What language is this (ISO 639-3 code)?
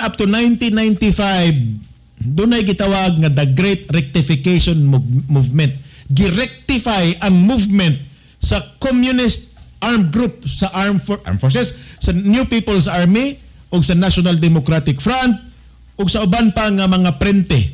ceb